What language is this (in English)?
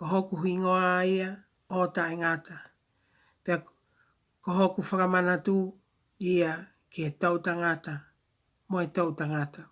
Tongan